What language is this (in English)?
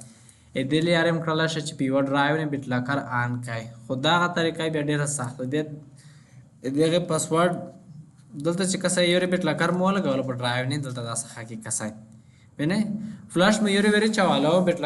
Pashto